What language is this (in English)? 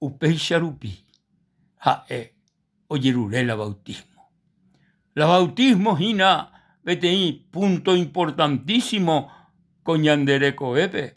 Guarani